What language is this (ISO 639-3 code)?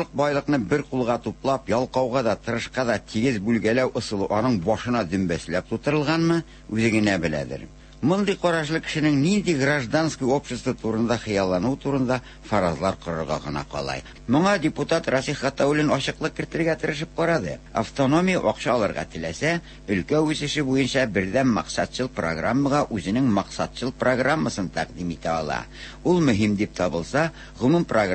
tat